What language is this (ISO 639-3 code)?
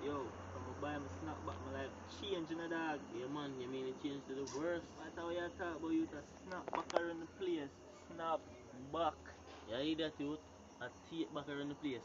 jam